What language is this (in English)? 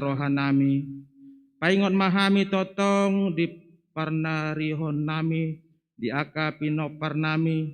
Batak Toba